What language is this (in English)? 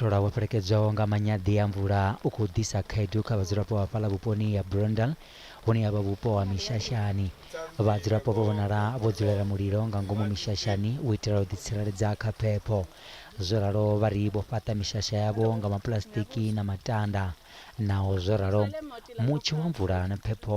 Venda